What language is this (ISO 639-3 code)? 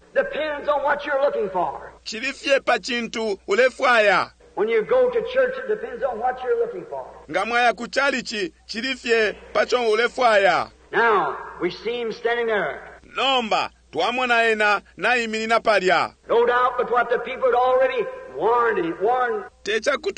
bem